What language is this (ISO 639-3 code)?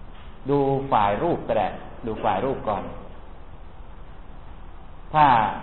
tha